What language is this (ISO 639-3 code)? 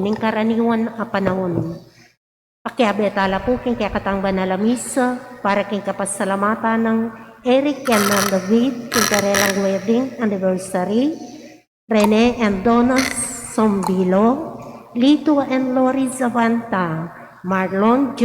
pam